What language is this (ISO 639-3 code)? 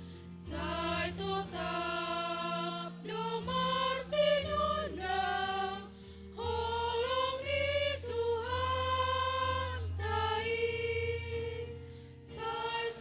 bts